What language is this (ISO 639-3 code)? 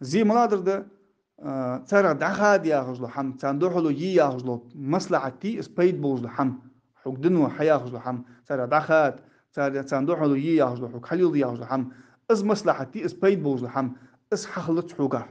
inh